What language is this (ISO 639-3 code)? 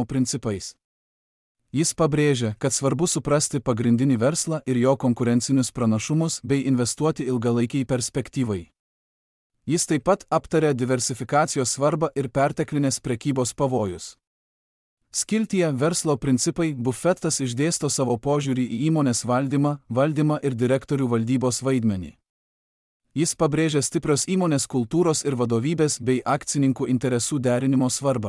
lit